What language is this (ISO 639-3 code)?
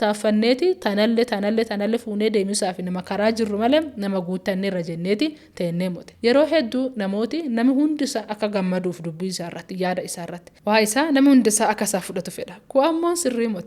orm